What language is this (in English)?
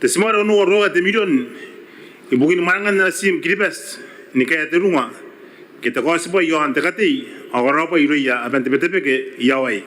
Gilbertese